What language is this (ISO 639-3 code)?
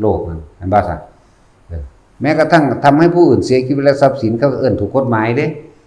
tts